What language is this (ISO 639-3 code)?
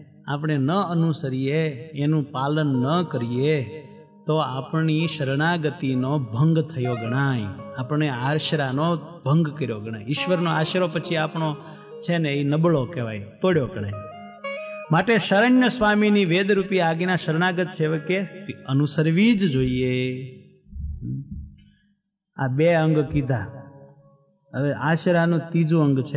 guj